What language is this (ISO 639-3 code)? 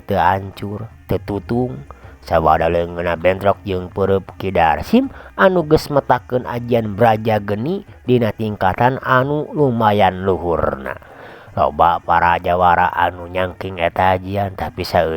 sun